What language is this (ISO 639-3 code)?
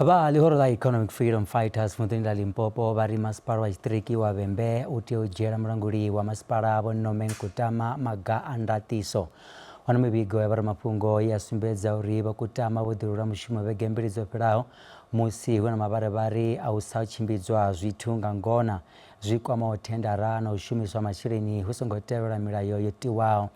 ven